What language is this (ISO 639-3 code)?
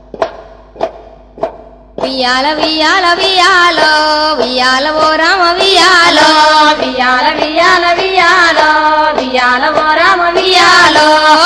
tel